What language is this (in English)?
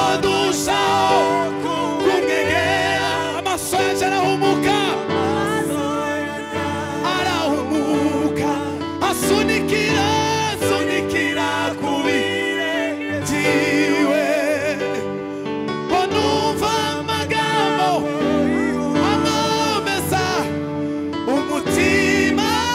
Kinyarwanda